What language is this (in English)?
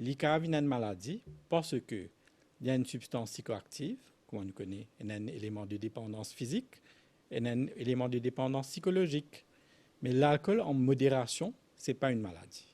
Morisyen